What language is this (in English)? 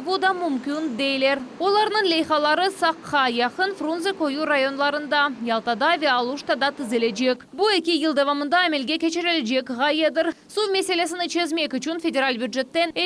Crimean Tatar